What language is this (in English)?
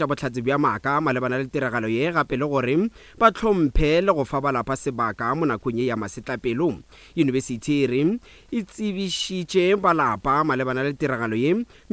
Northern Sotho